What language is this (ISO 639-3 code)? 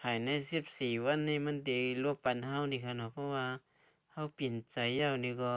shn